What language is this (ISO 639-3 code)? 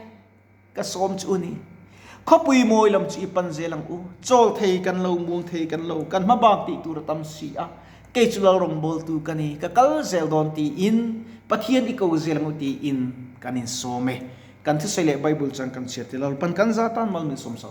lus